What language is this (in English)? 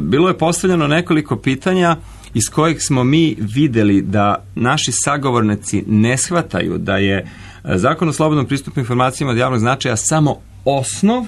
Serbian